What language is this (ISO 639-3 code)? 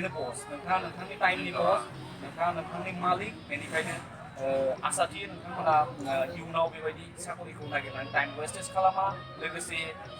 brx